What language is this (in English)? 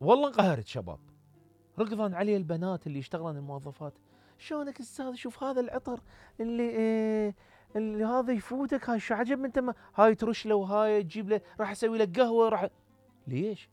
Mesopotamian Arabic